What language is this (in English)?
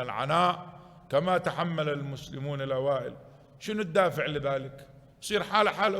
Mesopotamian Arabic